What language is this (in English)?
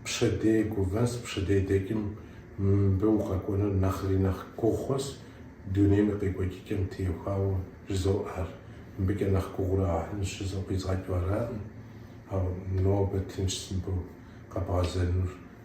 Kabardian